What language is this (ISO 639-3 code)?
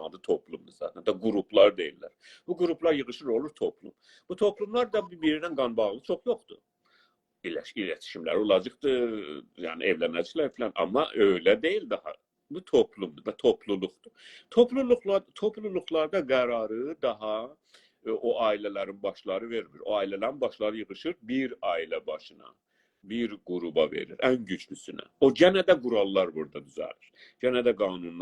azb